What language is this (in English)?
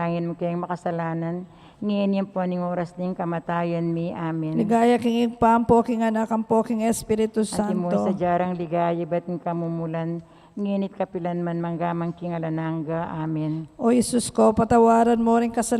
Pampanga